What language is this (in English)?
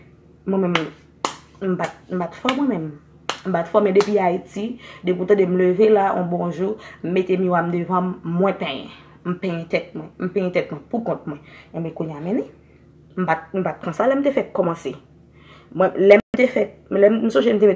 Haitian Creole